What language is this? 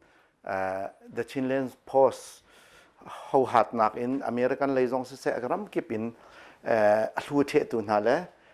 Hakha Chin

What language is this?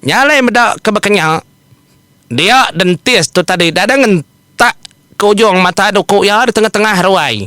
Iban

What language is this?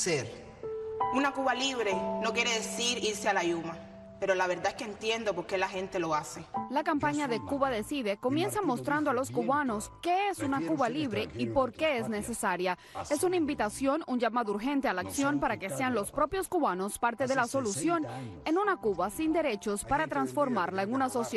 Spanish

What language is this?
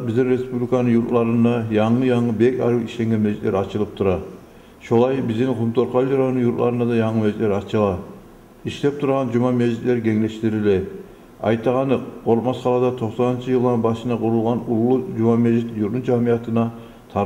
Kumyk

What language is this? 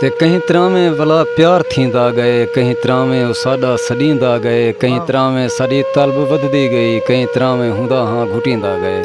Saraiki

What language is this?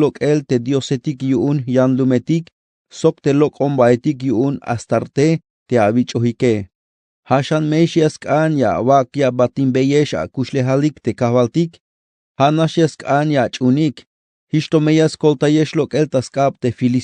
Tzeltal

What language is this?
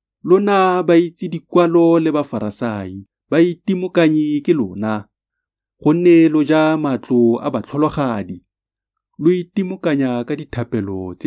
Tswana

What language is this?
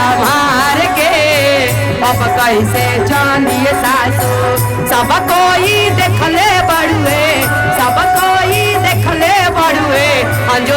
Magahi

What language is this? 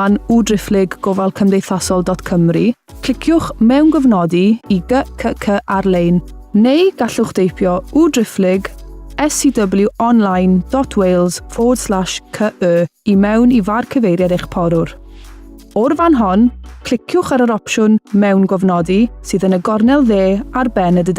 Welsh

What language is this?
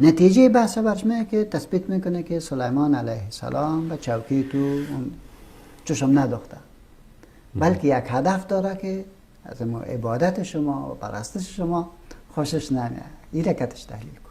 Persian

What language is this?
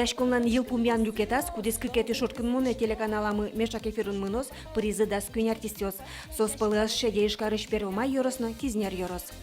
Udmurt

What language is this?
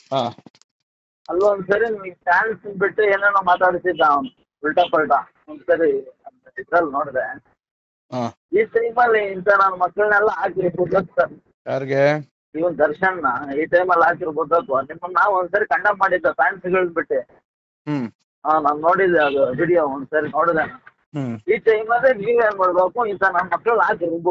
Kannada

